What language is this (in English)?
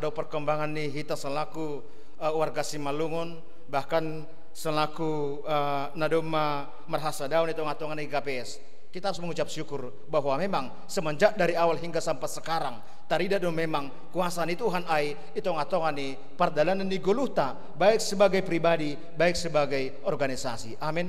Batak Simalungun